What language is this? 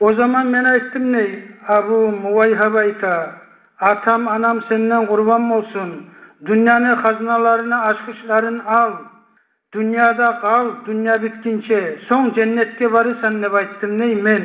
Kumyk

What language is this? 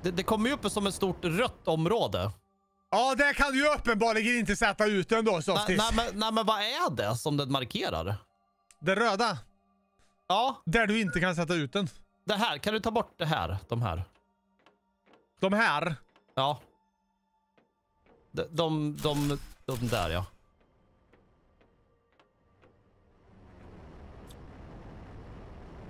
Swedish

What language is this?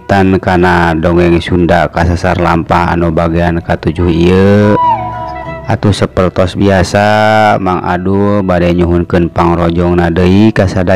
Sundanese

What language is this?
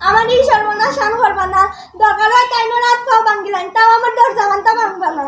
Sylheti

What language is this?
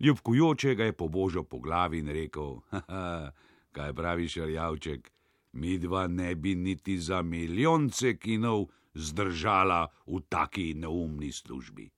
Slovenian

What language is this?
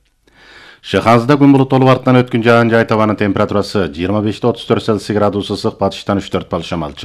Kyrgyz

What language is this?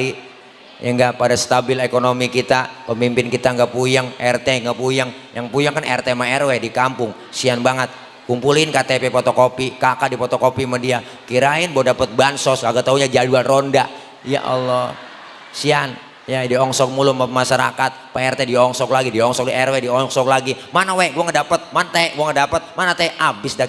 Betawi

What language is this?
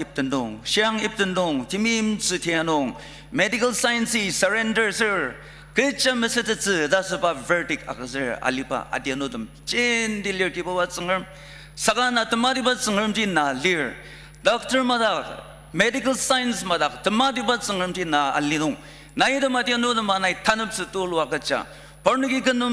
Ao Naga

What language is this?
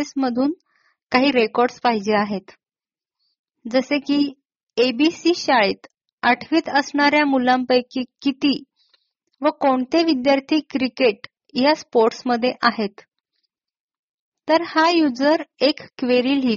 Marathi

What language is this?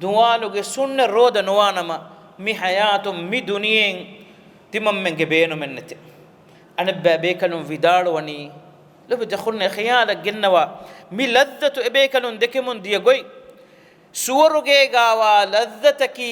Divehi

